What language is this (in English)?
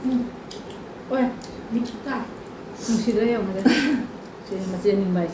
Manipuri